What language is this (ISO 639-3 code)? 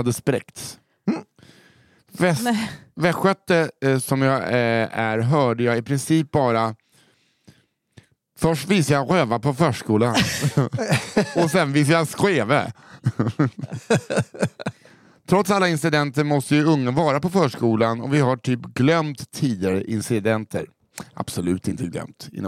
swe